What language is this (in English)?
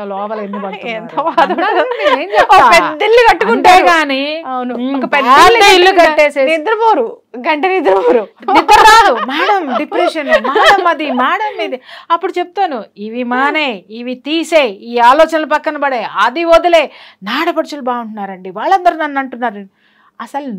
Telugu